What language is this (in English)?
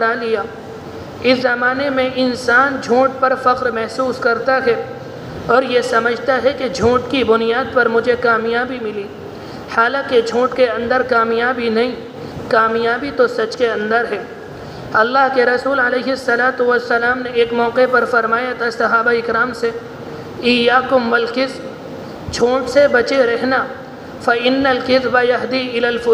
Urdu